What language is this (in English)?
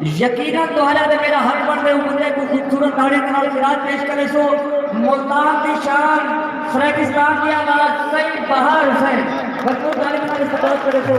Saraiki